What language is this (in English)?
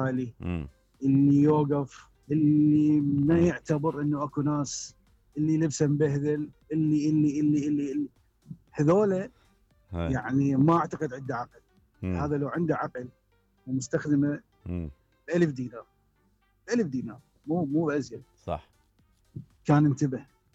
Mesopotamian Arabic